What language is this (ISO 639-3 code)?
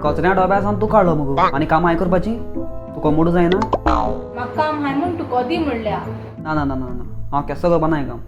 kok